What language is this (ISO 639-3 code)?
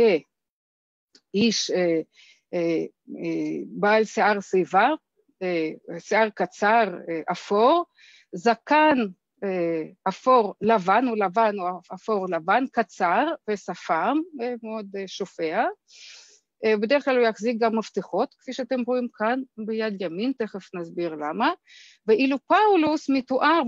heb